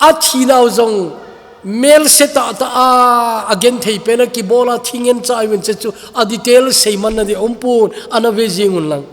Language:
Thado Chin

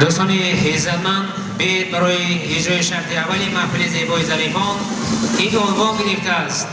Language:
Tajik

